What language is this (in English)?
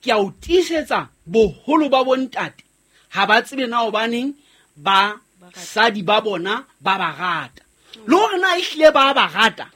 Southern Sotho